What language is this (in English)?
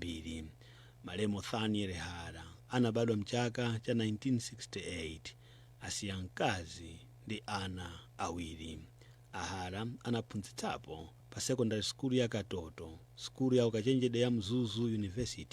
Nyanja